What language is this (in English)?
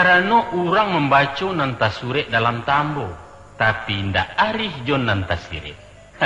Minangkabau